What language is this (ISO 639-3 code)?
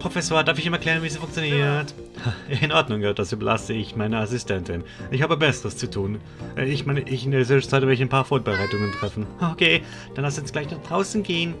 gsw